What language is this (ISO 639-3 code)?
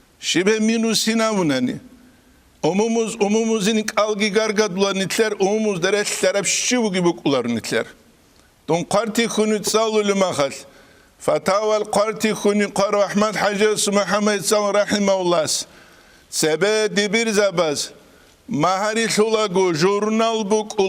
ava